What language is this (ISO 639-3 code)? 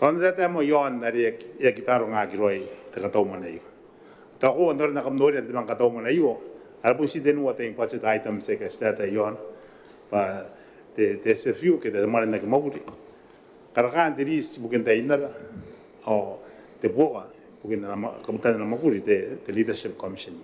gil